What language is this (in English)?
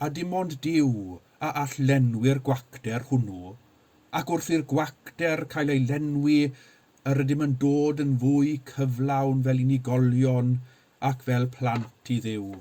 Welsh